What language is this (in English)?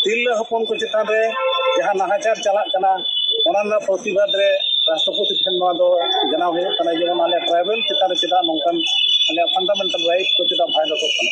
Santali